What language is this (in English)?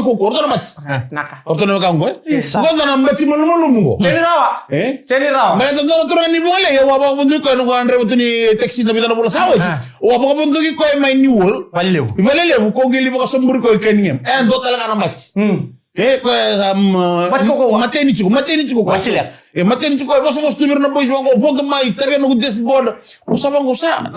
Fijian